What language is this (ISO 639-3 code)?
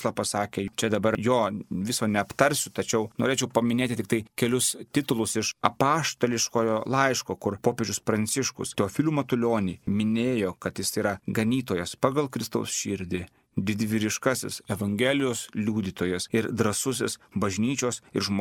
lit